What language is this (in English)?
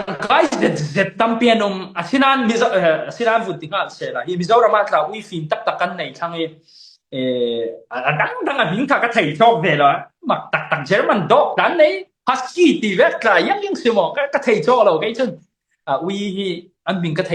Falam Chin